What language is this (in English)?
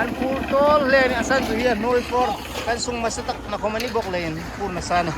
Hmar